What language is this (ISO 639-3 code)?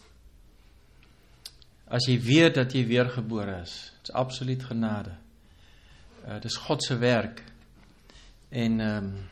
afr